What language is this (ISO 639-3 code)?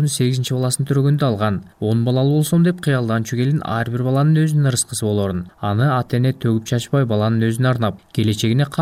kir